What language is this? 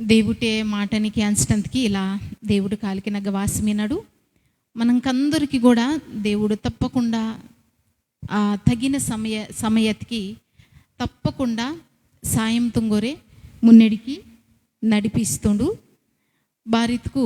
Koya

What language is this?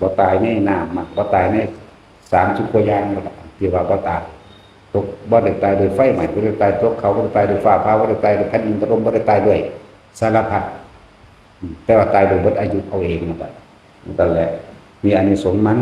Northeastern Thai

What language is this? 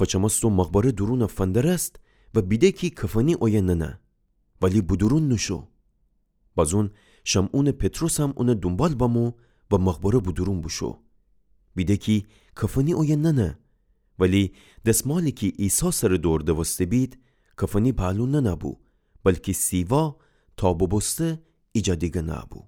Gilaki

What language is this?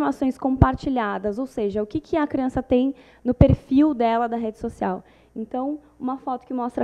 Portuguese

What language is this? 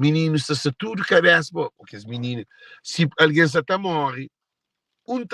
Kabuverdianu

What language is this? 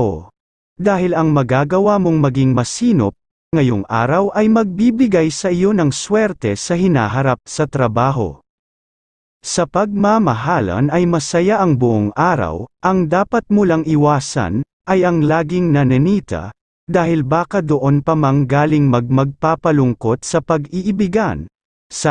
Filipino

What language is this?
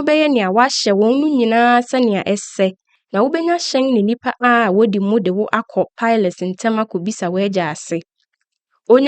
Akan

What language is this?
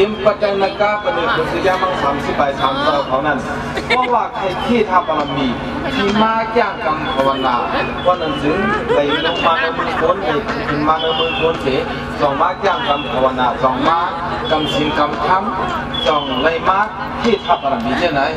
Shan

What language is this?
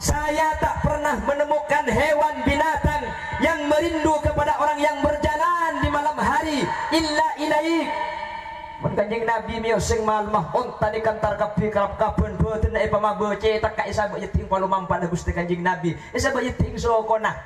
Madurese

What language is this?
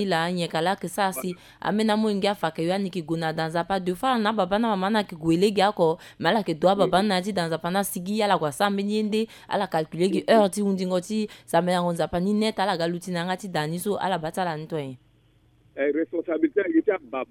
Sango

